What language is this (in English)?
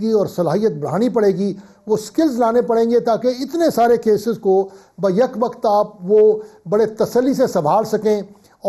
Urdu